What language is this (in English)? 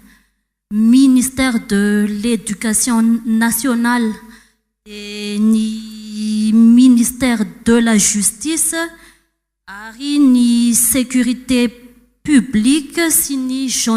Malagasy